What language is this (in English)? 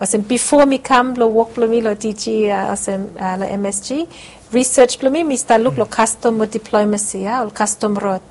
Bislama